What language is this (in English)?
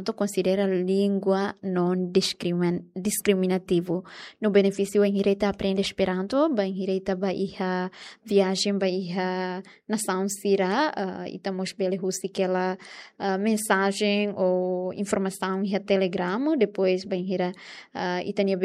Tetum